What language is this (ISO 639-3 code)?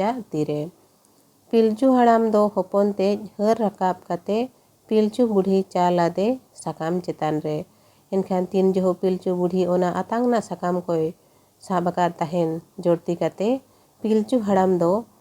sat